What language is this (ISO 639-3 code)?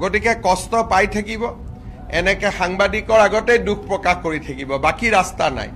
asm